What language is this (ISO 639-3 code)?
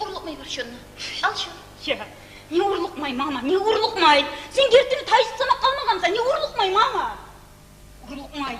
kum